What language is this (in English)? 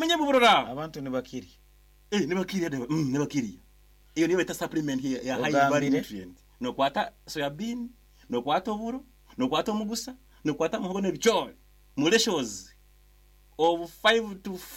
Nyankole